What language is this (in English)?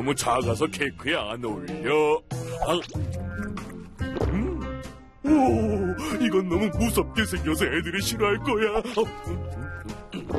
Korean